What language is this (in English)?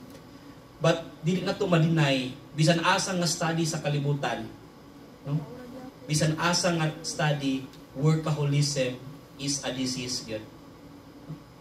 Cebuano